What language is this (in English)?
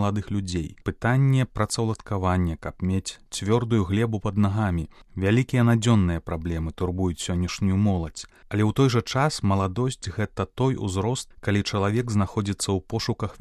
Belarusian